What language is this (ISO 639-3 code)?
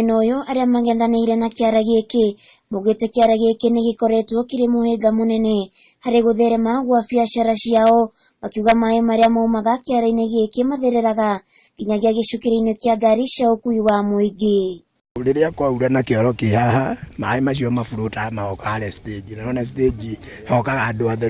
kik